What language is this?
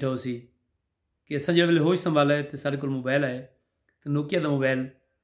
Saraiki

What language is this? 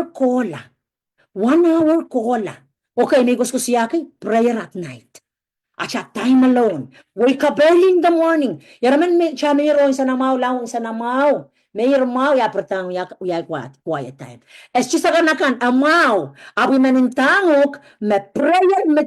Pohnpeian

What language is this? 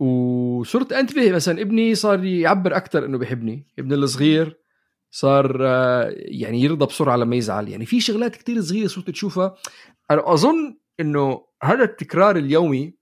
North Levantine Arabic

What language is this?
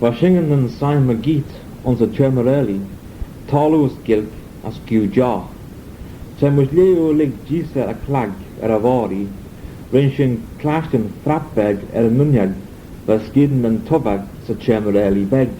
Manx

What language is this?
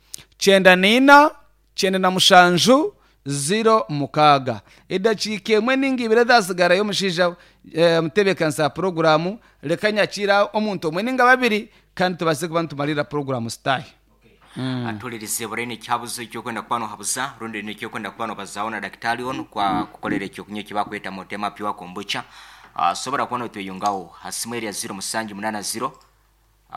Nyankole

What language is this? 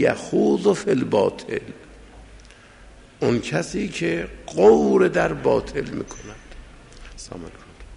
Persian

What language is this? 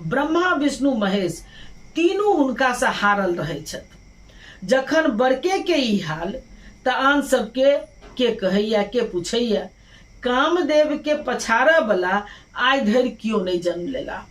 Maithili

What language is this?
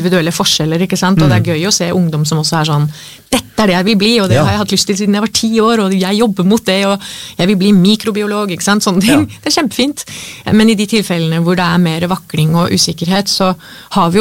Norwegian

